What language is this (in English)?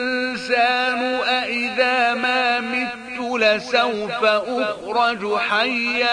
Arabic